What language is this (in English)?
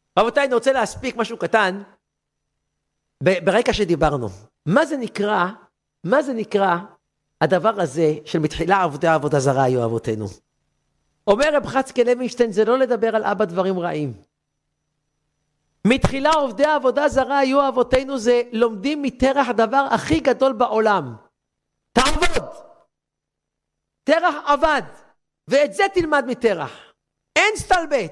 Hebrew